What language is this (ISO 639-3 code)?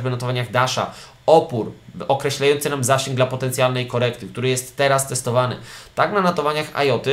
pol